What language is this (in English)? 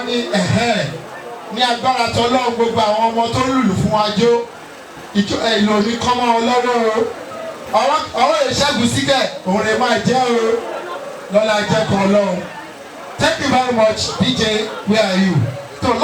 Yoruba